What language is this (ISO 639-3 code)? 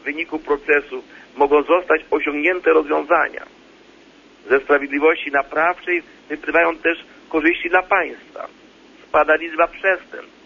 pol